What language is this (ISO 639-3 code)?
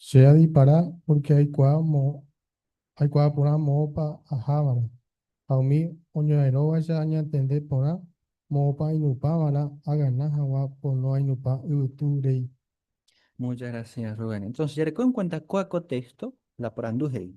grn